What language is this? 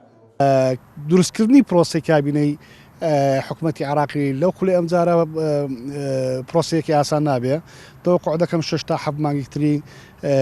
Central Kurdish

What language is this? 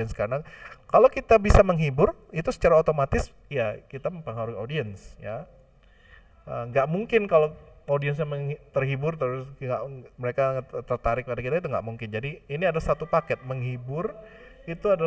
Indonesian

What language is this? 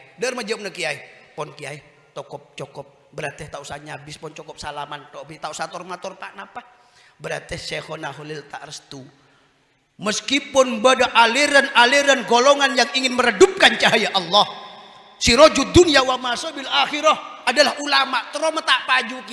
Madurese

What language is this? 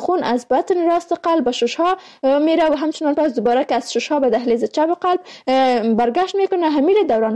Persian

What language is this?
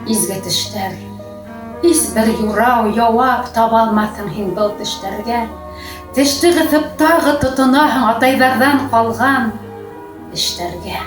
Bashkir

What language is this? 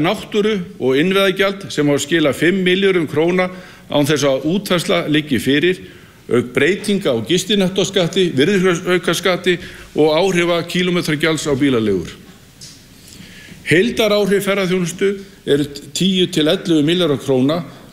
Icelandic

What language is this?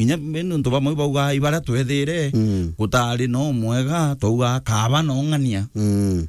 Meru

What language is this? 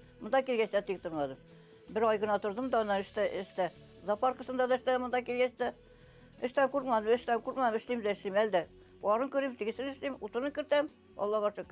Bashkir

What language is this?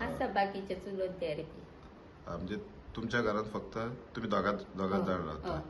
Konkani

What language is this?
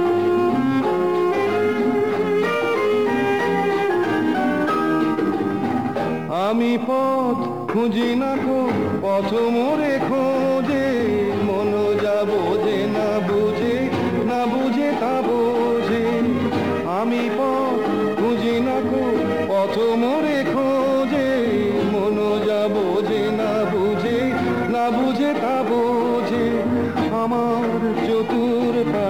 Bangla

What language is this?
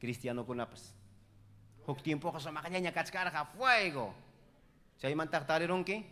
Ayacucho Quechua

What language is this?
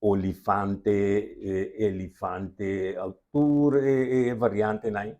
Papiamento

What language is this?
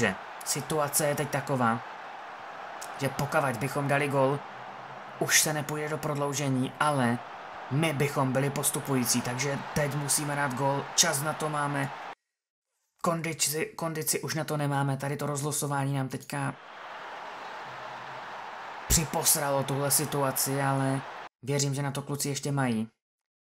Czech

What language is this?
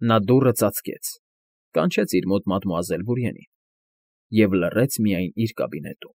Armenian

